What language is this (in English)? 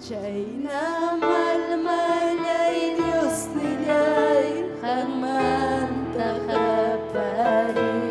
Ayacucho Quechua